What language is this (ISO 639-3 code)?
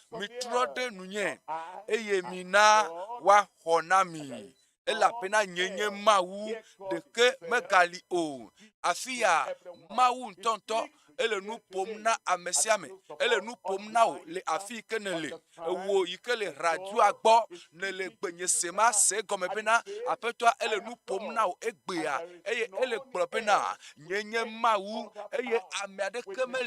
ewe